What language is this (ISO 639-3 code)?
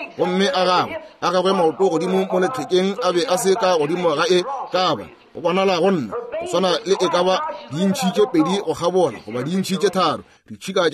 nso